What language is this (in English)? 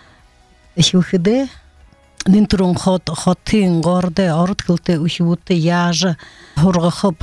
Buriat